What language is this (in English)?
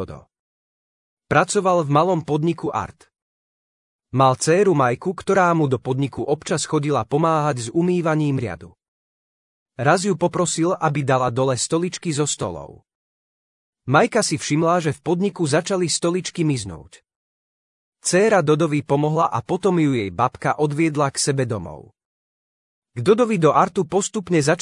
Slovak